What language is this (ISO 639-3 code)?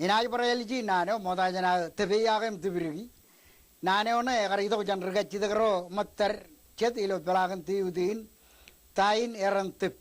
mah